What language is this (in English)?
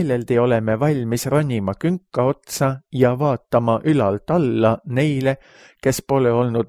Estonian